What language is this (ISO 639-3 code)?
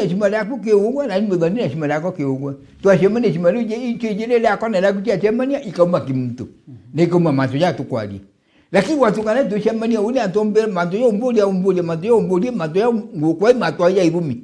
mer